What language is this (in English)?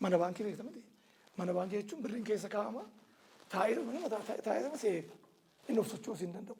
Oromo